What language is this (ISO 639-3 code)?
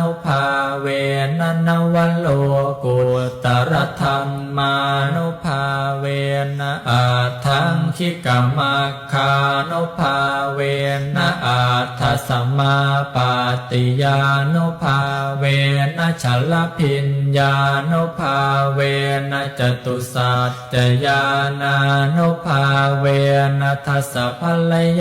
pli